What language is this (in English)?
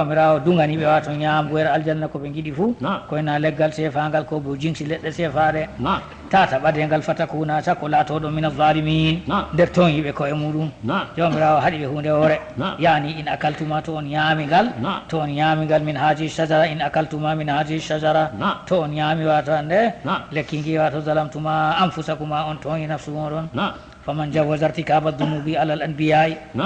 Fula